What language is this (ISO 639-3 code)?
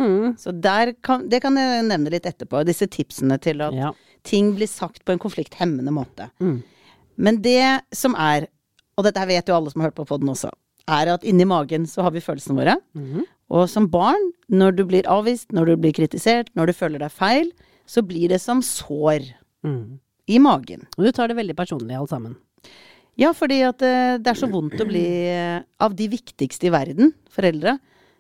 nor